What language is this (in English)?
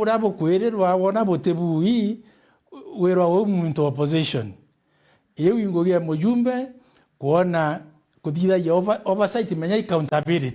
Meru